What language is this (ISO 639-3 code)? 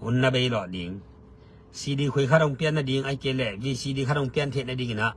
ctd